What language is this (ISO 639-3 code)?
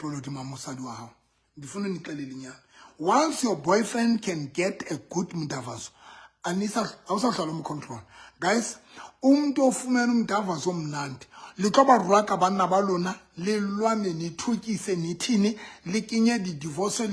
sot